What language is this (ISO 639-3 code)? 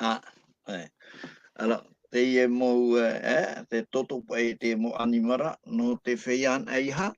tah